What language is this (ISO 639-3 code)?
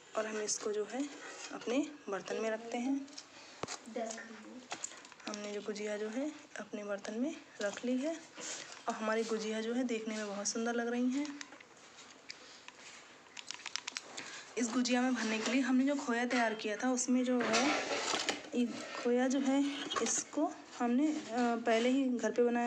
hin